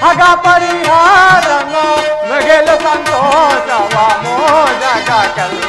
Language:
Kannada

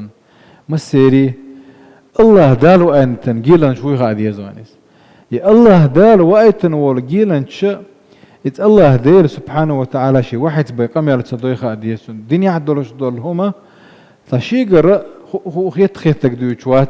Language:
Chechen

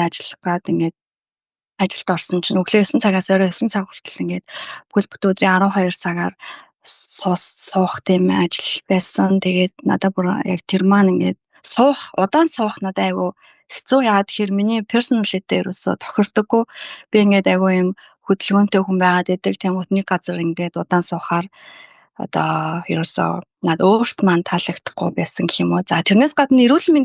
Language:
Mongolian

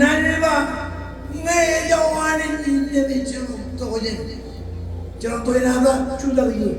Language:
Marshallese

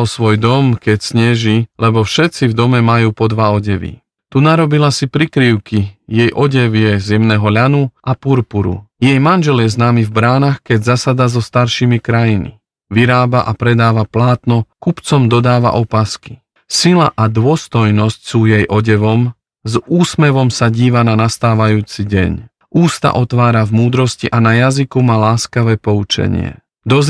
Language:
Slovak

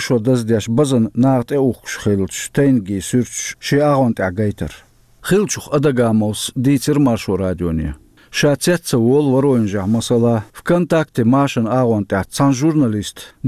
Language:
Chechen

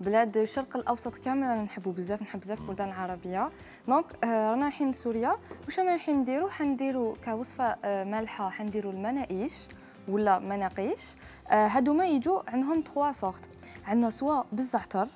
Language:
Algerian Arabic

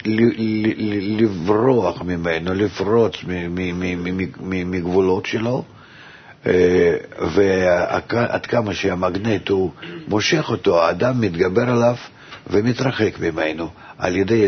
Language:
Hebrew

